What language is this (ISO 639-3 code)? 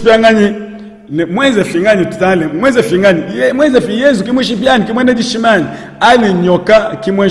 lua